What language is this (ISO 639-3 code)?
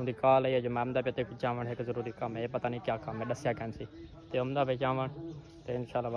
skr